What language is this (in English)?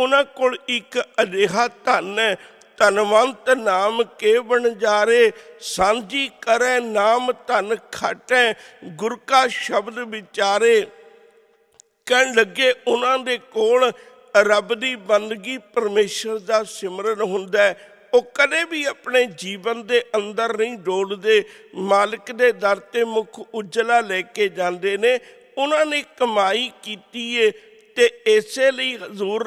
Punjabi